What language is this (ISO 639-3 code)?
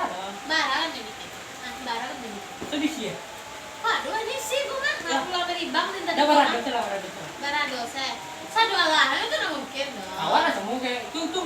min